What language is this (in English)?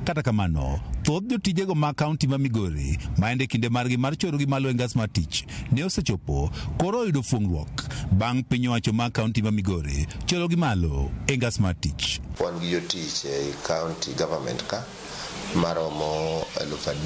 Luo (Kenya and Tanzania)